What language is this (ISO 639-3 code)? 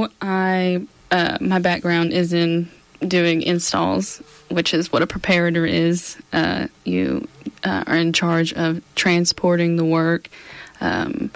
eng